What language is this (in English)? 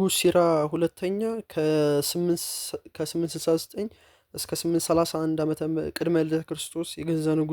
Amharic